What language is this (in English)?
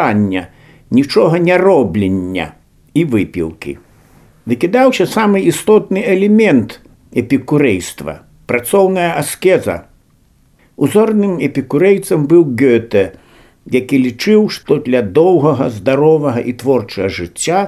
Belarusian